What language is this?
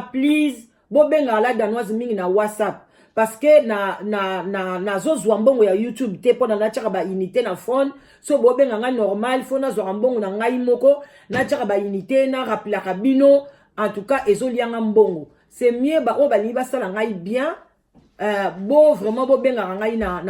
Lingala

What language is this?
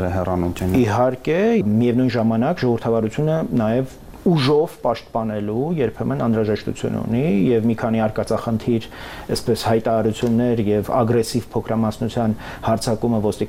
Armenian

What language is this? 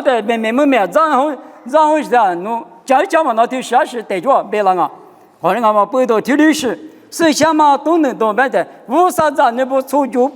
Lisu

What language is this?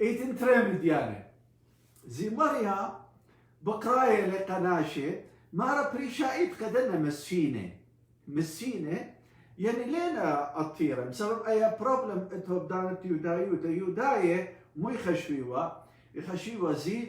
Assyrian Neo-Aramaic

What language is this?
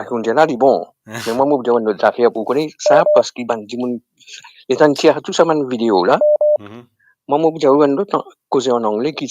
Morisyen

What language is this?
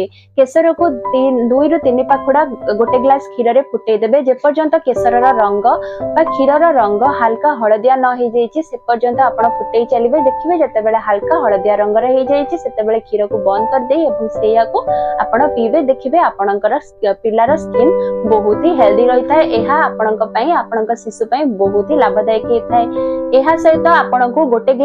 Odia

